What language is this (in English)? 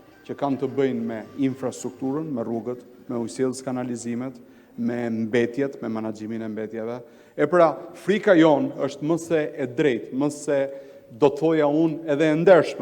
Albanian